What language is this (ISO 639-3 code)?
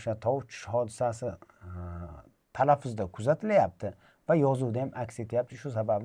uzb